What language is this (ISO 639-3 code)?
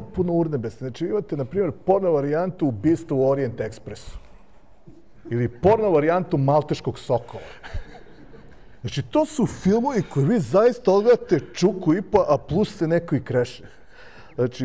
srp